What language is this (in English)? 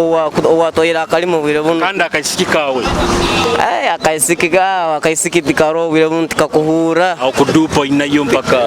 Nyoro